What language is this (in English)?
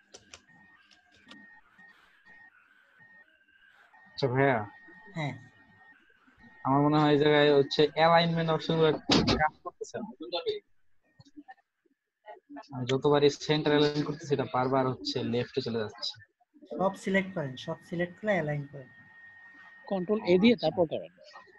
Bangla